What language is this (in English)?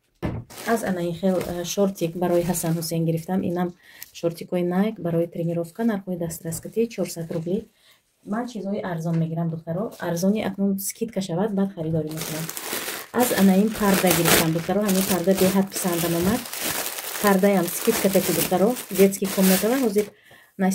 Tajik